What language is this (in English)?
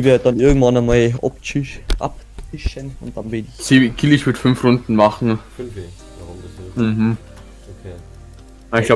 Bavarian